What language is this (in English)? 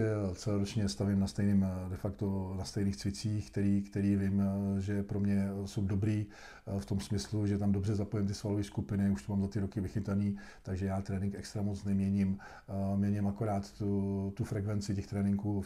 Czech